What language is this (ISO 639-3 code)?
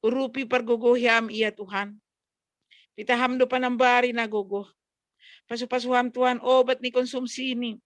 bts